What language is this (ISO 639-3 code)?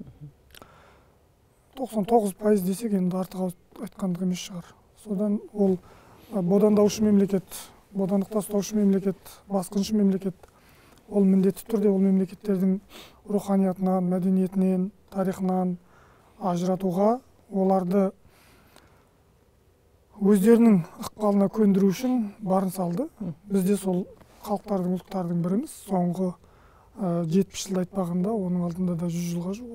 kaz